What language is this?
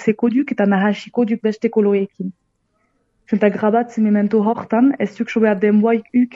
Basque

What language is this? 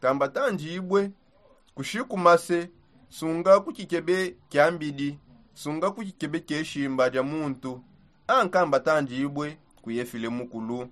Songe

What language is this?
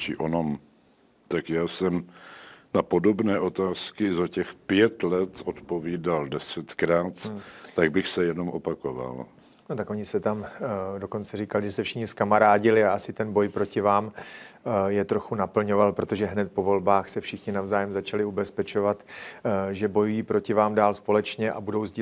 Czech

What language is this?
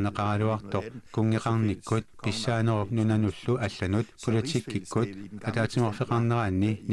Kalaallisut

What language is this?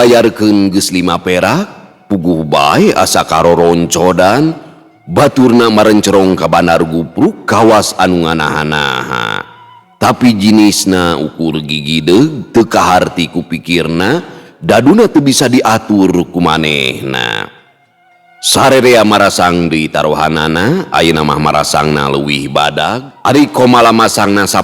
Sundanese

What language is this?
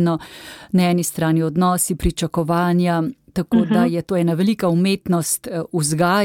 Slovenian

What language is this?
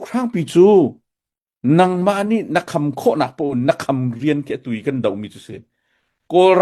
Hakha Chin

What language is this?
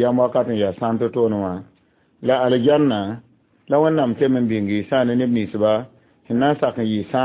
Mossi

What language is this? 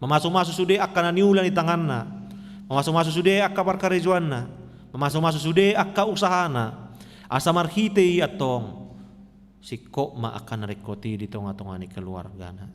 Batak Toba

